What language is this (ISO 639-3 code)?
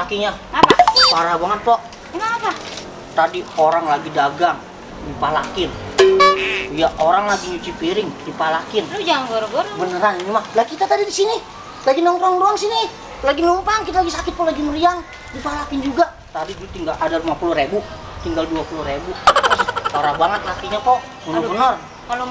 bew